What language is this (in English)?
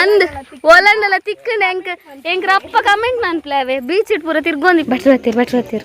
Tulu